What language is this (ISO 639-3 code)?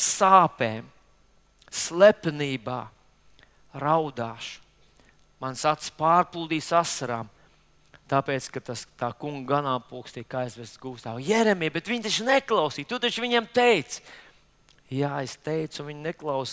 lav